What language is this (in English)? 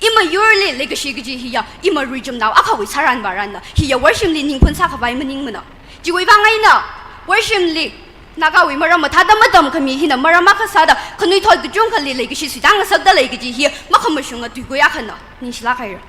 Tangkhul Naga (India)